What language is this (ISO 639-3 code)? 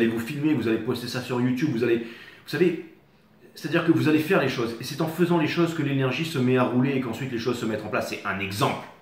fra